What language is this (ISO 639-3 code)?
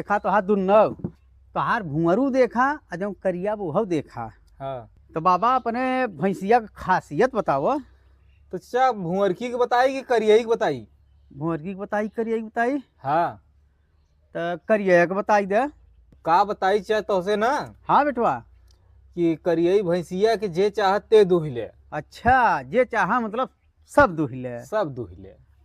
bho